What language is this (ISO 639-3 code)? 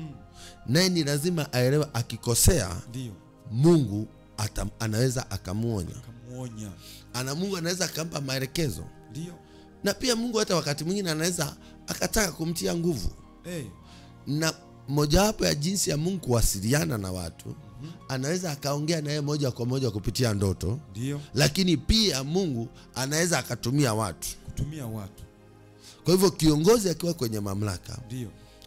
swa